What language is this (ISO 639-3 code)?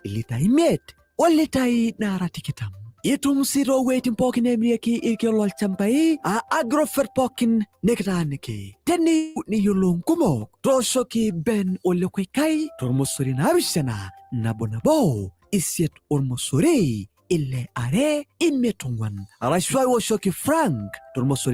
mas